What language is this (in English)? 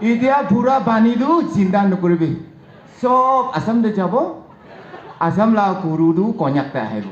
Naga Pidgin